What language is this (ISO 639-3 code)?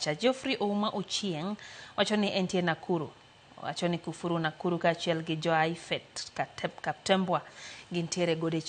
luo